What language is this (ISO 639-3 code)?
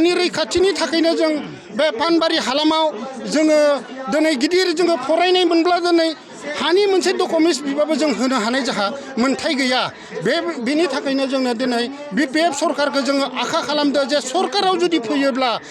brx